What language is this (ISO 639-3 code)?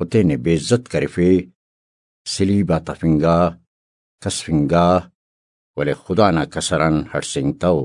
brh